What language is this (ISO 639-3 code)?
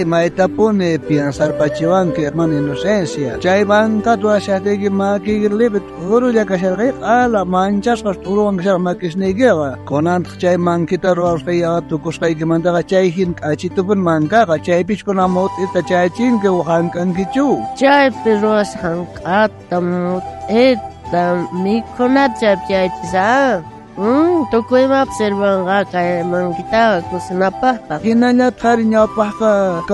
quh